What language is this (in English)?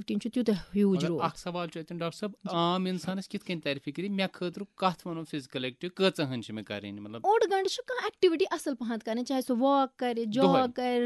Kashmiri